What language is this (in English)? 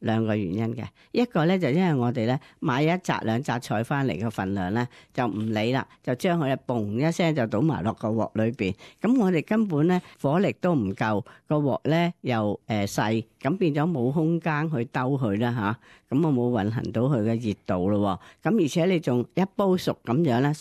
Cantonese